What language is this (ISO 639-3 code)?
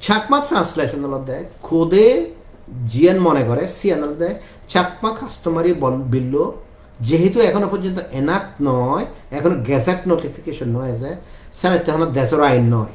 ccp